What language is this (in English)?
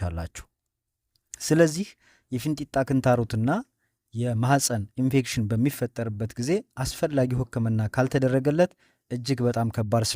Amharic